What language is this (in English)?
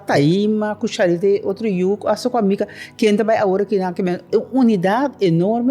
Papiamento